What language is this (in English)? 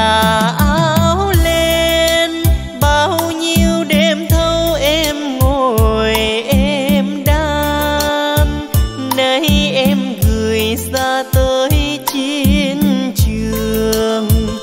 Vietnamese